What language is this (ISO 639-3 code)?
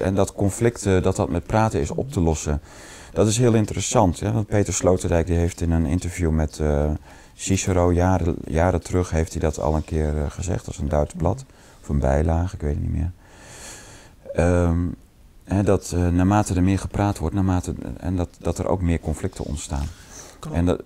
nld